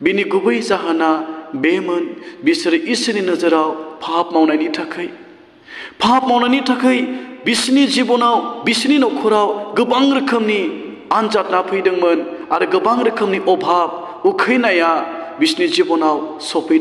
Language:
Bodo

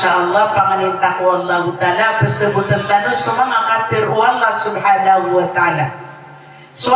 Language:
Maranao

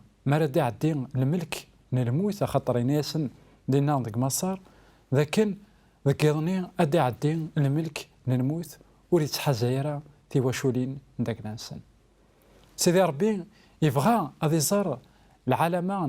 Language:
Kabyle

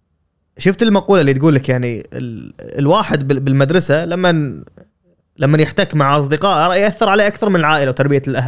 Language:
Gulf Arabic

